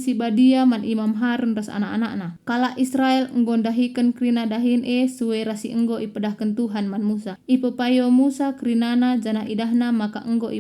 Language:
Batak Karo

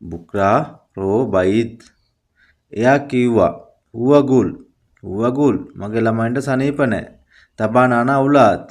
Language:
Sinhala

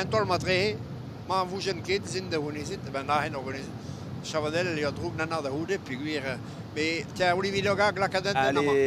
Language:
Breton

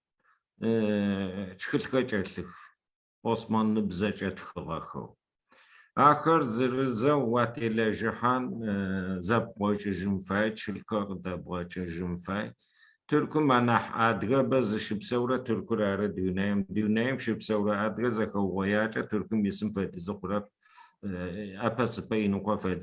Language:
Adyghe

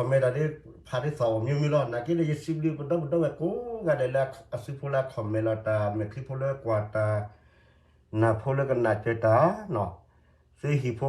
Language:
S'gaw Karen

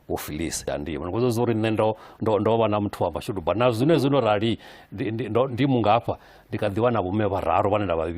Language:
Venda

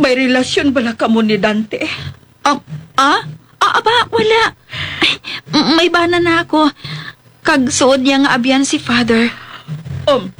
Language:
Hiligaynon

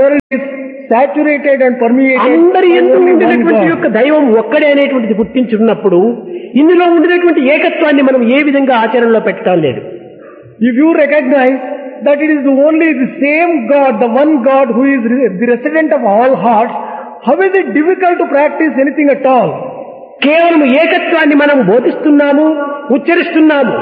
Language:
Telugu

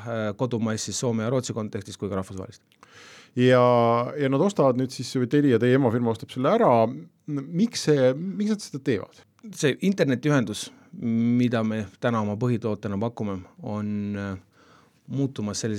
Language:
Estonian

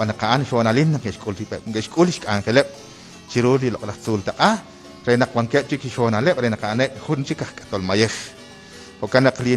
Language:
Kekchí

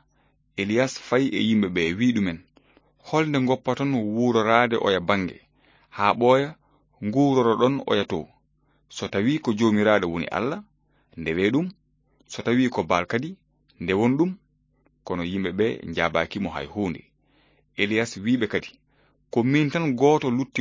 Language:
Fula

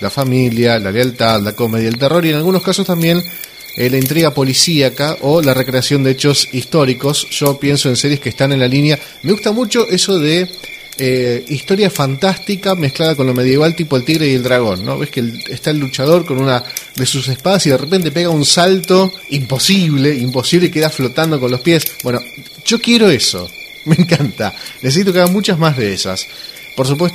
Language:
Spanish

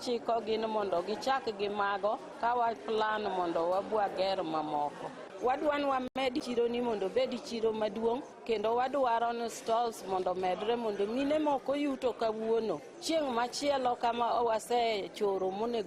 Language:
Luo (Kenya and Tanzania)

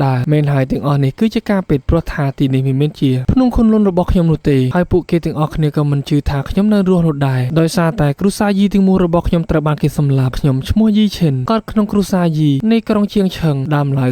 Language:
Khmer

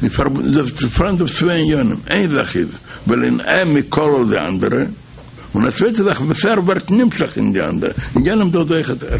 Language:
Yiddish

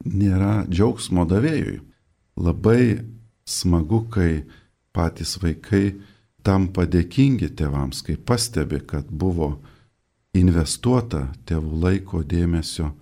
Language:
Lithuanian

